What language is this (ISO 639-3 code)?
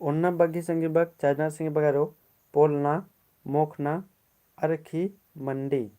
kru